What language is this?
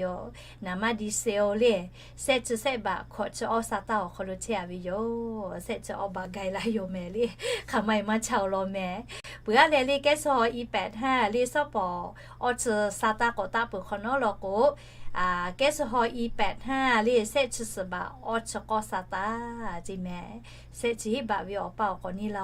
Lahu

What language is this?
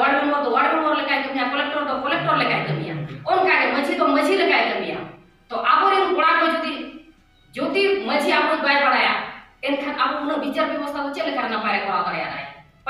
Santali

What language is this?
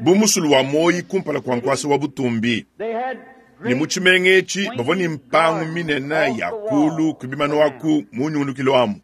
Luba-Lulua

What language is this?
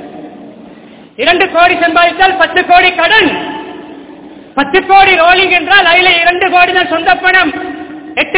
Tamil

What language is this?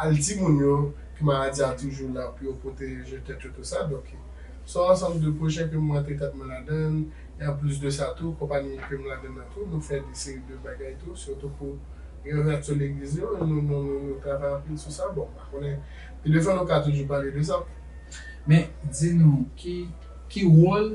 Haitian Creole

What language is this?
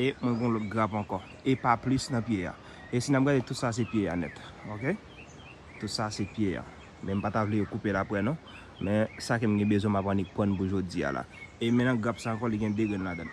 Haitian Creole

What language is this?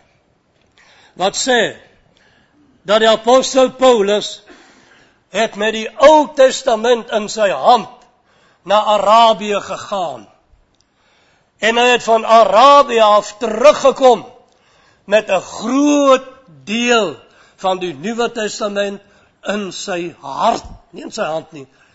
Afrikaans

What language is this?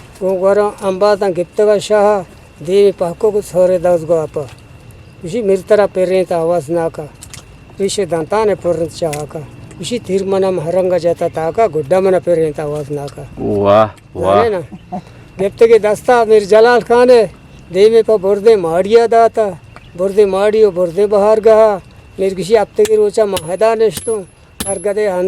Eastern Balochi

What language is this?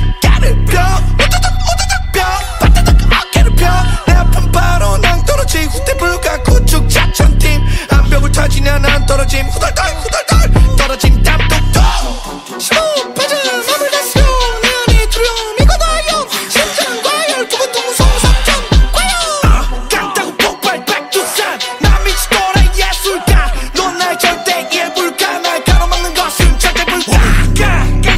Korean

